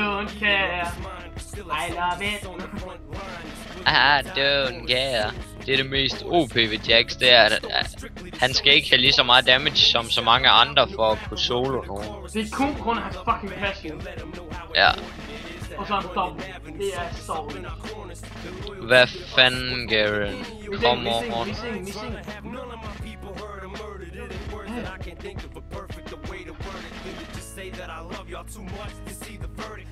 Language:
Danish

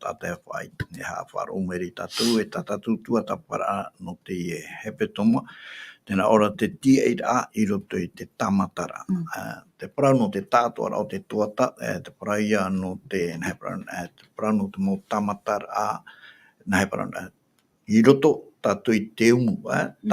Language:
Tahitian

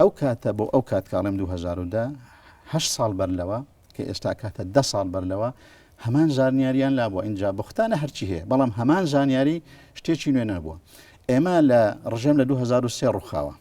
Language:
Central Kurdish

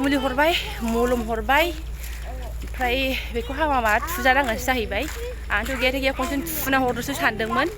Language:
Bodo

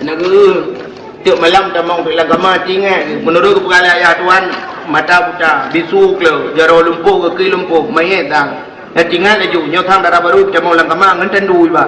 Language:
Achinese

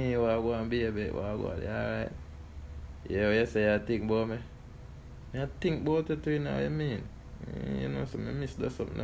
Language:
Jamaican Creole English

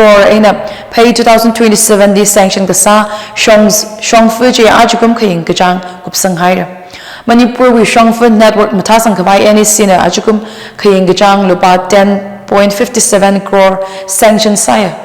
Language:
Tangkhul Naga (India)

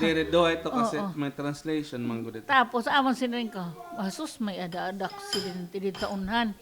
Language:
Waray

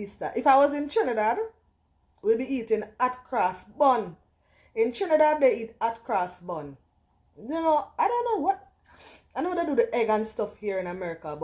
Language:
Jamaican Creole English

